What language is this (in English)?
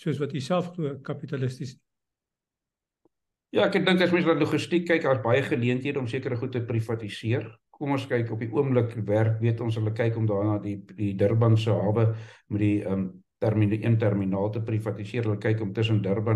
Afrikaans